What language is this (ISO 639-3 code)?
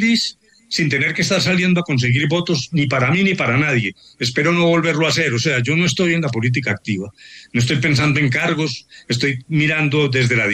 spa